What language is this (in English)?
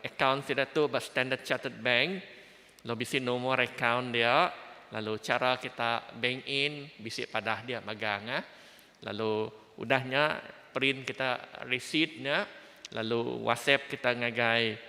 Iban